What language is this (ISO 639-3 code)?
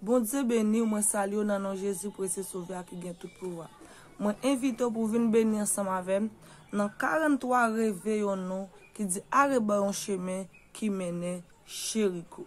hat